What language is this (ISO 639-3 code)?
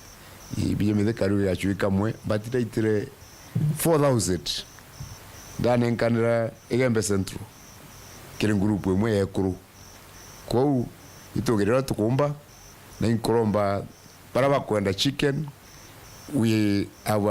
mer